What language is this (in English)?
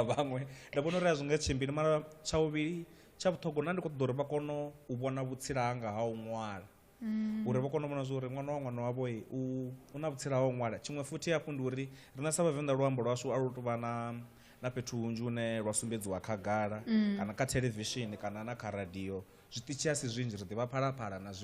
Venda